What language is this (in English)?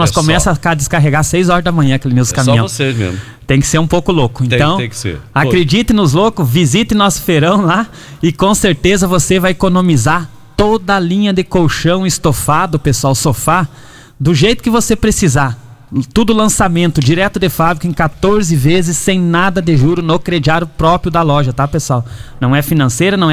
Portuguese